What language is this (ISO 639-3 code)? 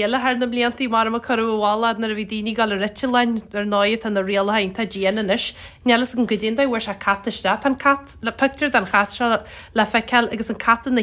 gle